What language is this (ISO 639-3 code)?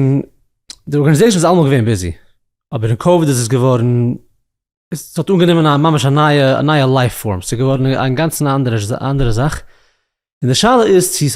yid